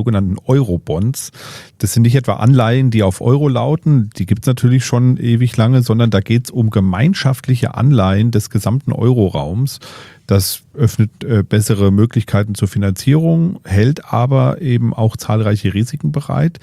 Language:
German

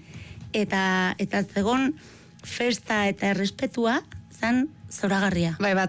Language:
Basque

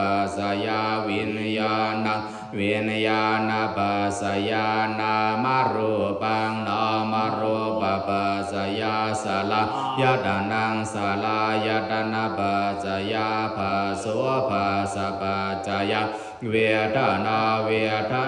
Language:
Pali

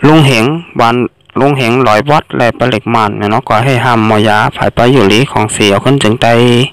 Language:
Shan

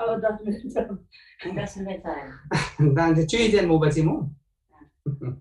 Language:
Eastern Tamang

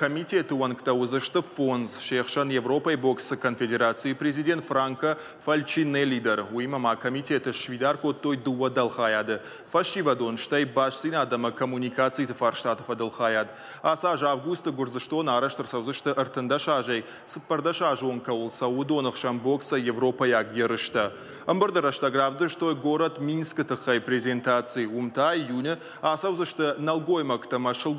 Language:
Ossetic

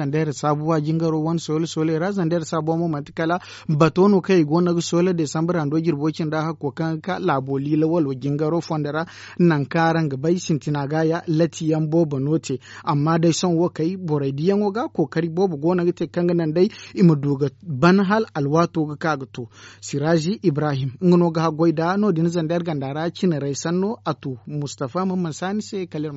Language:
Zarma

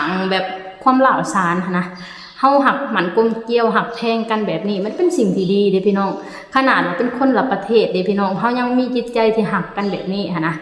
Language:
Lao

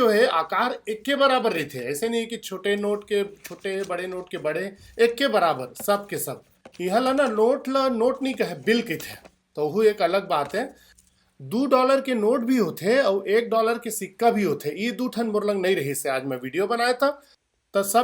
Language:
Chhattisgarhi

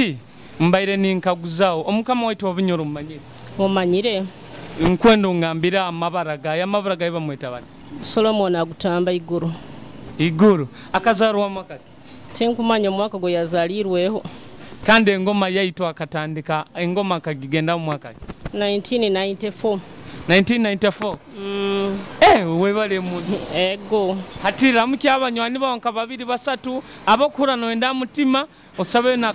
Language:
Nyoro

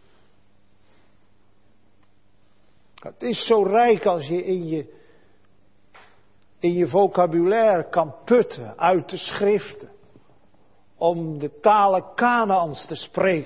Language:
Dutch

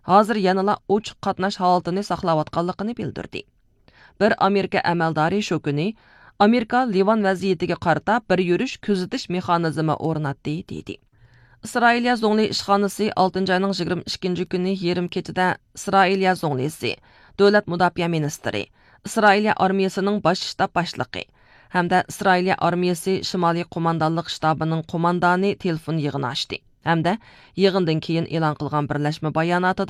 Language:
Uyghur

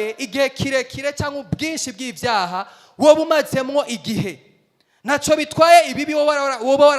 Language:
Rundi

